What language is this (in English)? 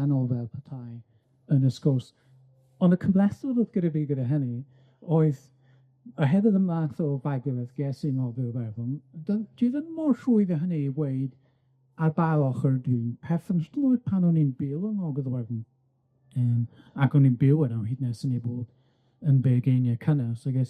Welsh